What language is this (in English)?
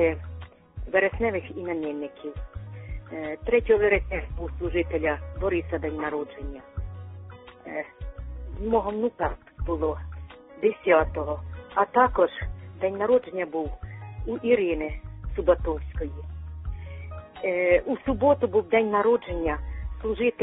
Ukrainian